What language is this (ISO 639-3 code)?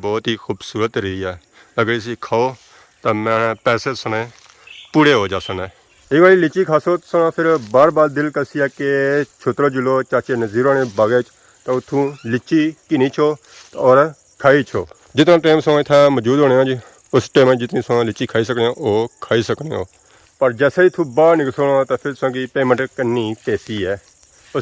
phr